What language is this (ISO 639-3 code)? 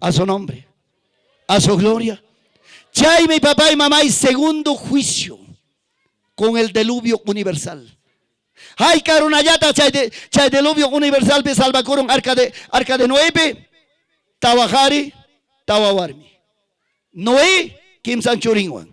quy